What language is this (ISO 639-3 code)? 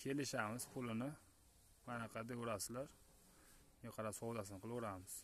uzb